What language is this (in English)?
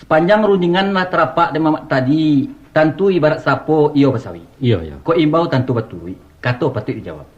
Minangkabau